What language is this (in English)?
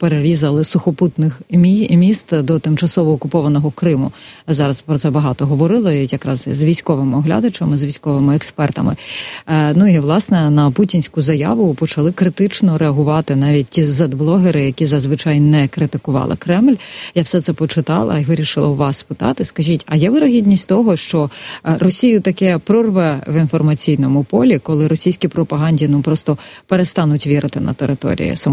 Ukrainian